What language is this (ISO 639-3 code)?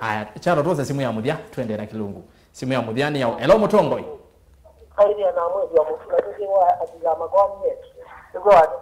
kam